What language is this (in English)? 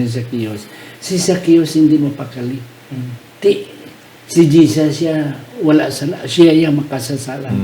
Hiligaynon